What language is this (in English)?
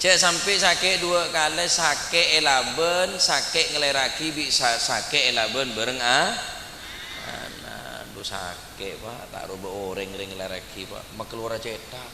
Madurese